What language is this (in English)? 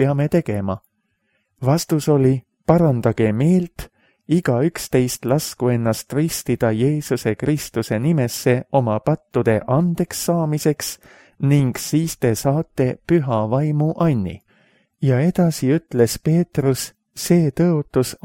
Estonian